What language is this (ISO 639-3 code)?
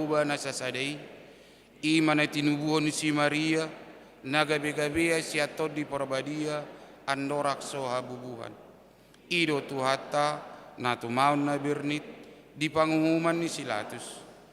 bbc